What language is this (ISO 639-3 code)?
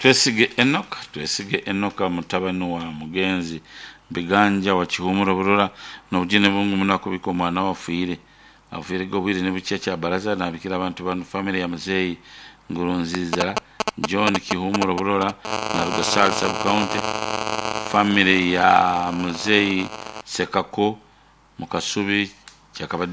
nyn